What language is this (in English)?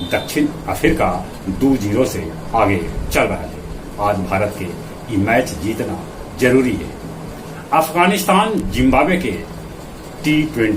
Magahi